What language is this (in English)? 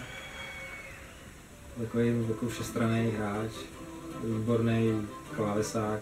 Czech